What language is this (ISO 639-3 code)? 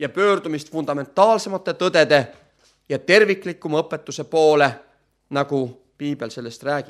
est